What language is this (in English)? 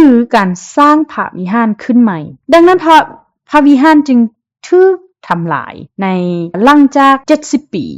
Lao